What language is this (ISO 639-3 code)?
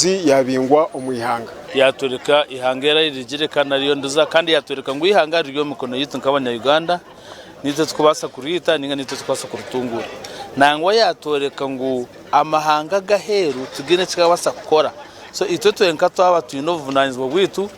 nyn